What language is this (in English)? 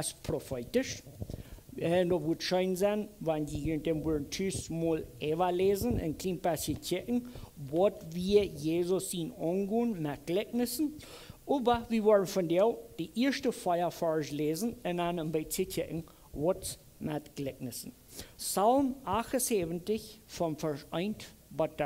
Plautdietsch